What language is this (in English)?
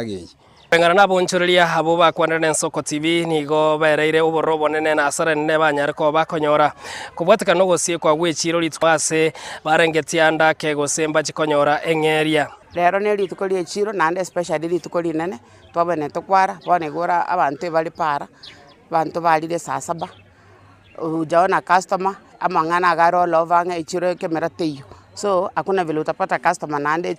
Gusii